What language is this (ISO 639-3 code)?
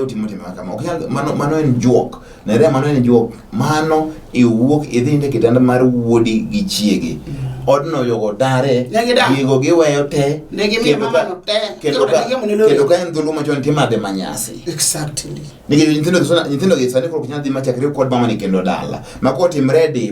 luo